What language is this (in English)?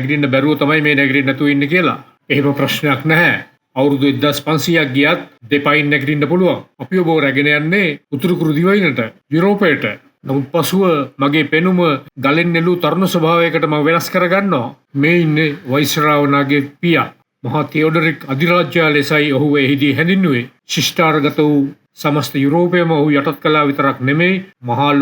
Sinhala